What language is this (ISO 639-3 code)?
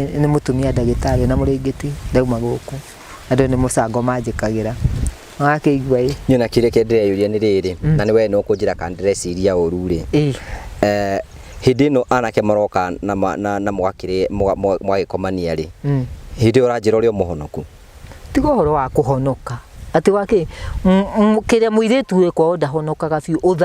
kik